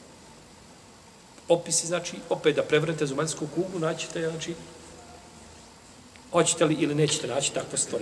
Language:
Bosnian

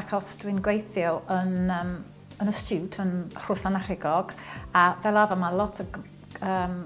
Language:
Welsh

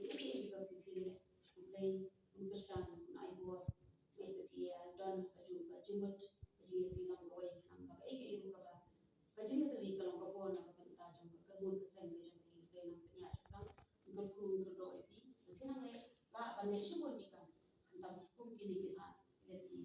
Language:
Khasi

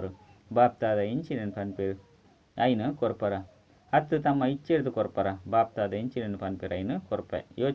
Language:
Tulu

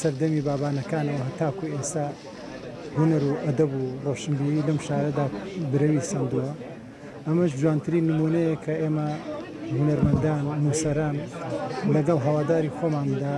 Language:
Central Kurdish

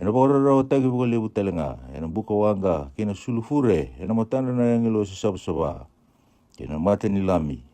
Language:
Fijian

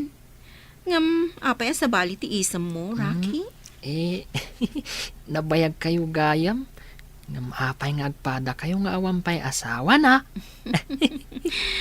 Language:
Iloko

